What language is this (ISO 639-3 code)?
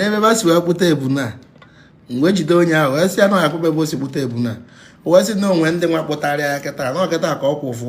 ibo